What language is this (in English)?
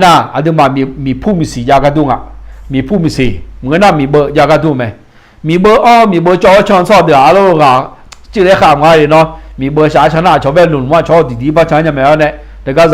Akha